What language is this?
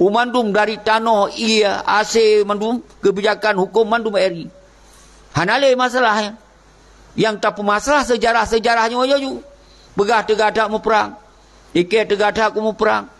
Achinese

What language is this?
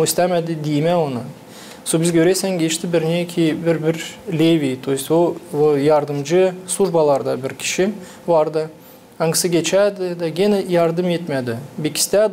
Gagauz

